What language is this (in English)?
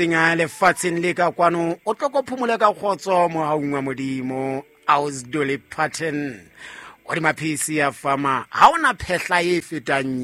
Southern Sotho